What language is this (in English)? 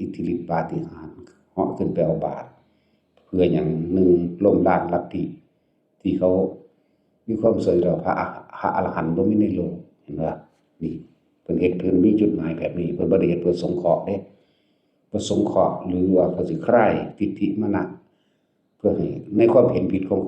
Northeastern Thai